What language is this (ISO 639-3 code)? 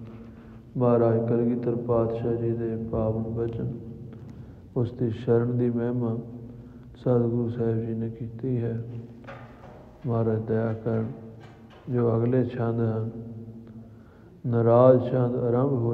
pan